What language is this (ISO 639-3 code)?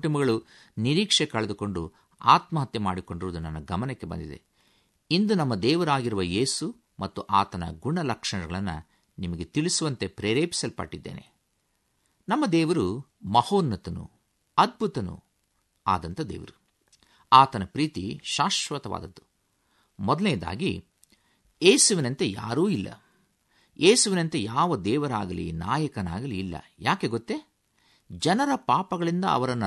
kan